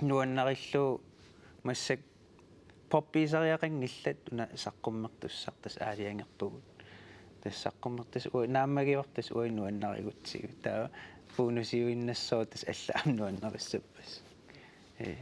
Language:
Kalaallisut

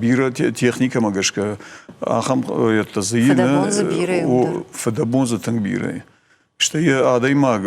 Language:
Ossetic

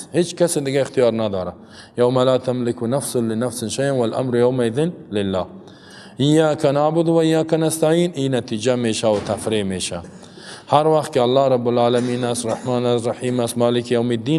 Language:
Persian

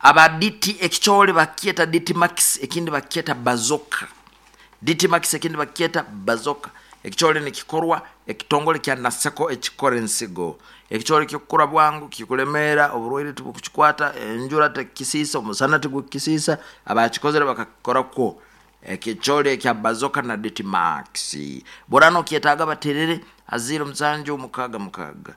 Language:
Nyoro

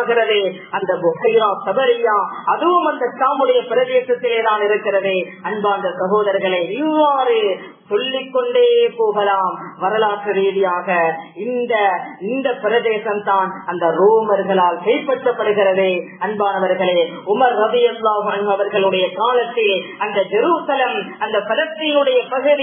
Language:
Tamil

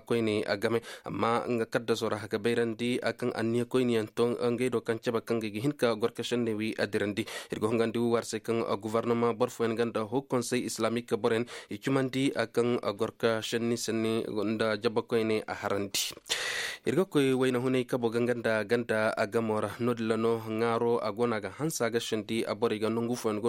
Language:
Koyraboro Senni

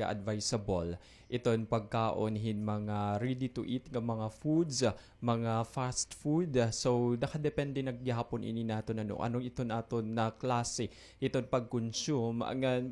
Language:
Waray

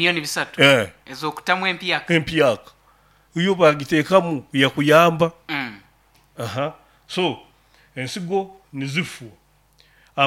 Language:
Nyoro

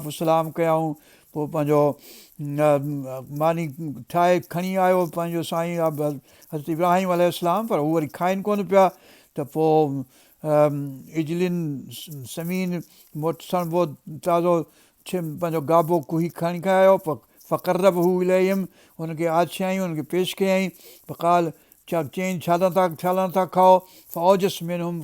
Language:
Sindhi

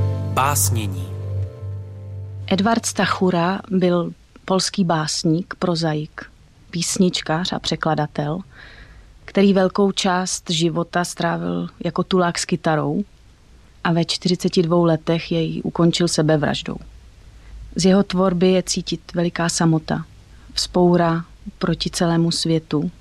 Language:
Czech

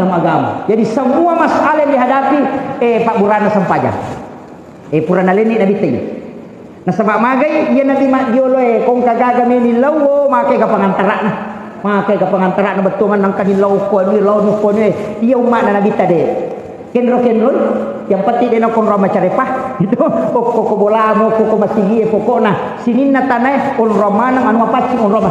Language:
Buginese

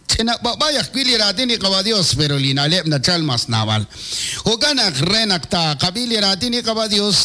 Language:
Kekchí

